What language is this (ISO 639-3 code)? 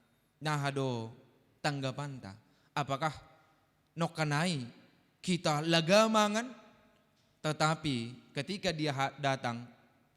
bts